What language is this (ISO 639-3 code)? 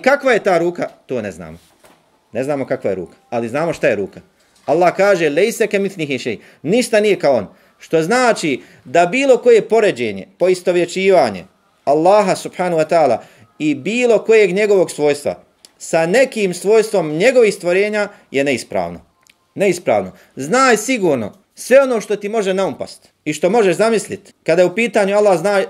bos